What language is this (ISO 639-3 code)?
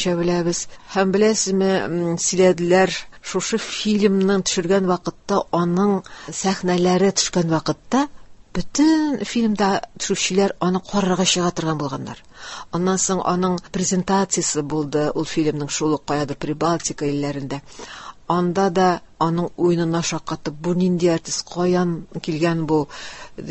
tat